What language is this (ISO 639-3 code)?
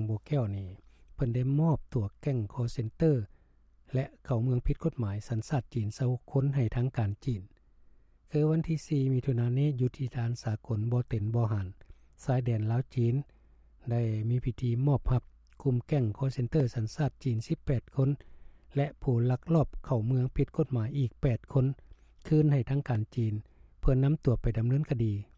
lao